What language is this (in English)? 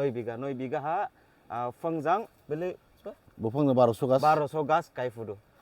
Dimasa